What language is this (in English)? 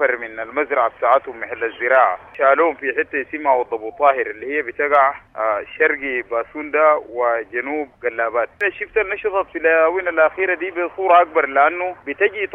Sudanese Arabic